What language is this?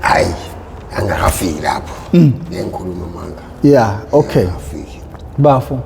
Zulu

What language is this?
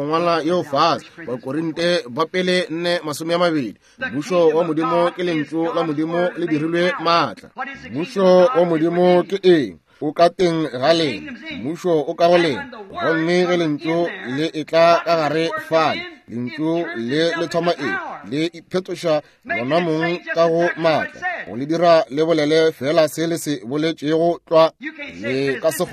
Northern Sotho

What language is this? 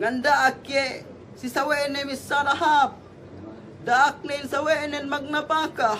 Yakan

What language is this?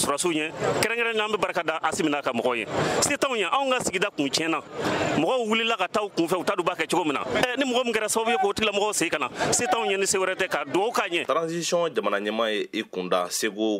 Bambara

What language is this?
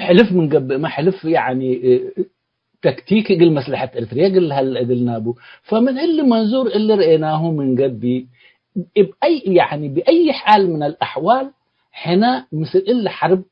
Tigre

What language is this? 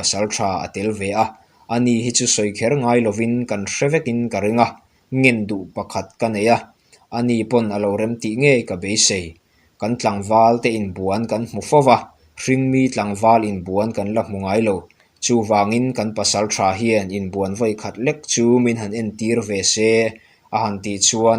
Mizo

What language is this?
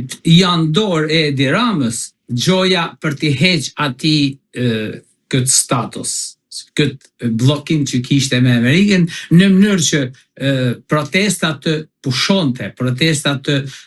Albanian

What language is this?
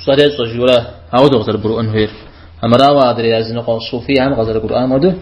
Kabardian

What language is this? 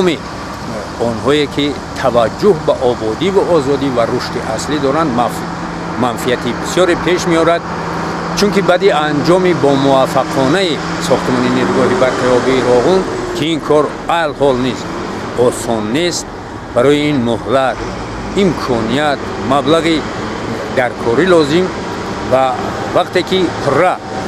Tajik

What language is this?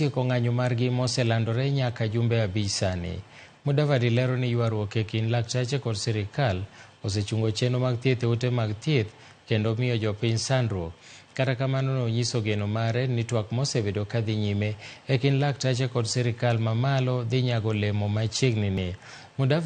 Luo (Kenya and Tanzania)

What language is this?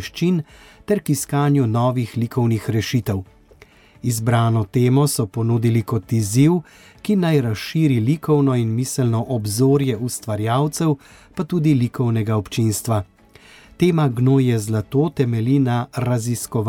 Slovenian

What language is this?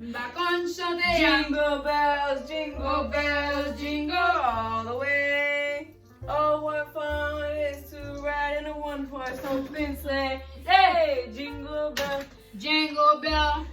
Haitian Creole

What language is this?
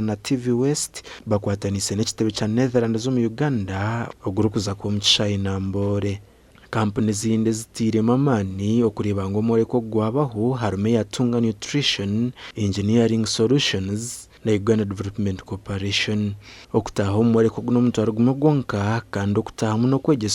Nyankole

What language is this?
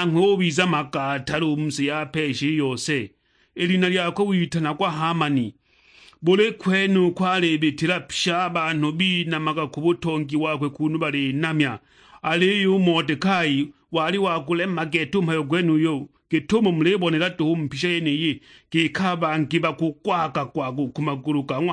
Sukuma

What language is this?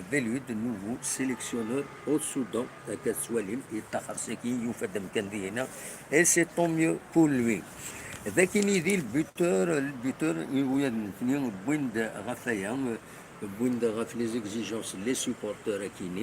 Kabyle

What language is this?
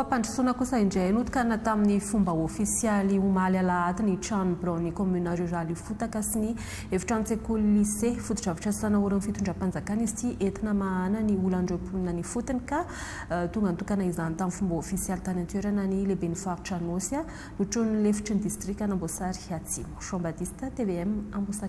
Malagasy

